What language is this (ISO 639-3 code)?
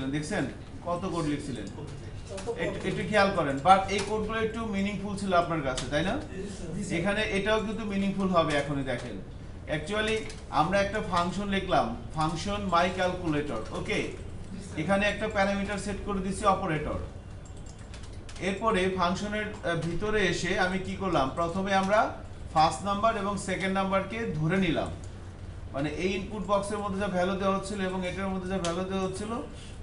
ben